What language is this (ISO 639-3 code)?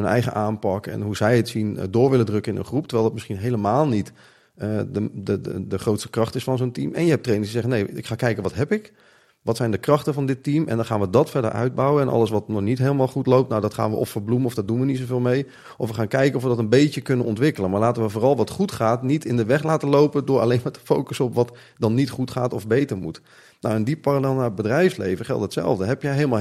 nld